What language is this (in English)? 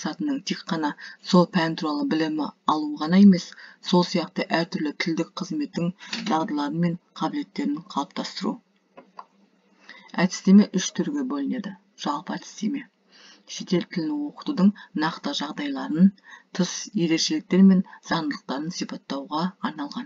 Kazakh